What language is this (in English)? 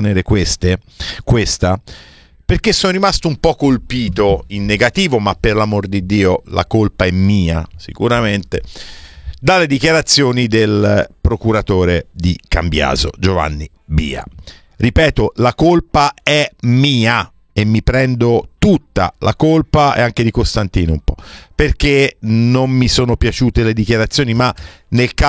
Italian